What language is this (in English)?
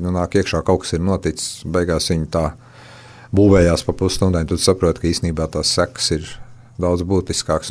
Latvian